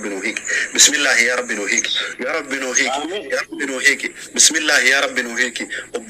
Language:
Oromo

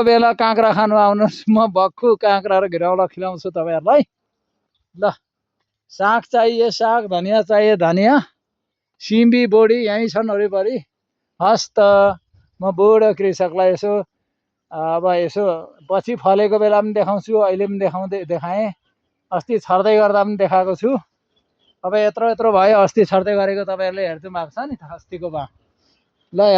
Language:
Nepali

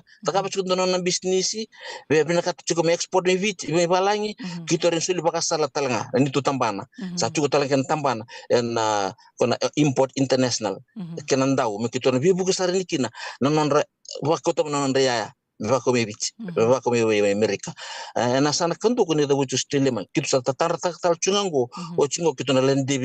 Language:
Fijian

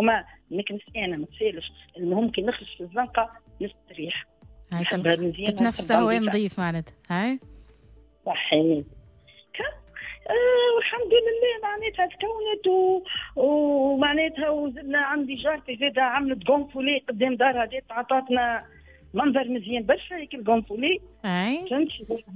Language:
Tunisian Arabic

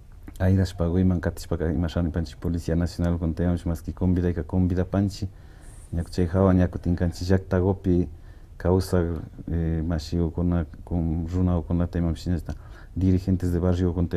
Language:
Imbabura Highland Quichua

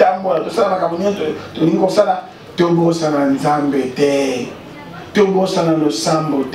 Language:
Lingala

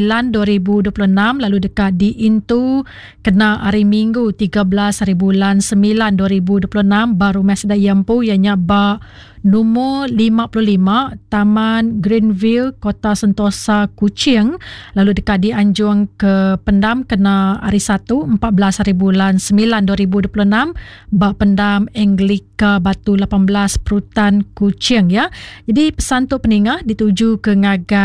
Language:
Iban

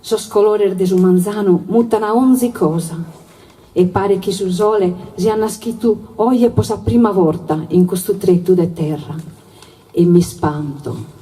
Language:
Sardinian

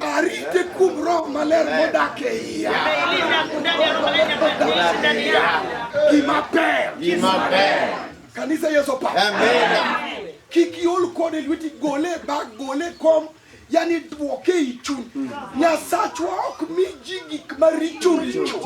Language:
Luo (Kenya and Tanzania)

